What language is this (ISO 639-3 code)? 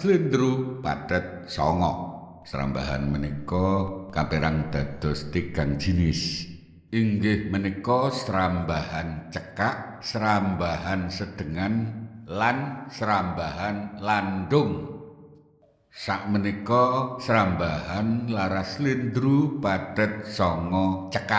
jav